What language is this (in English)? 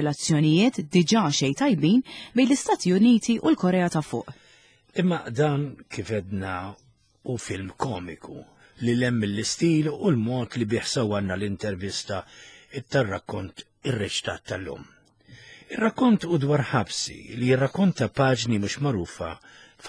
Maltese